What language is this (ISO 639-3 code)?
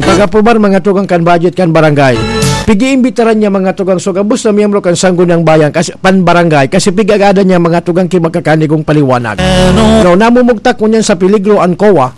bik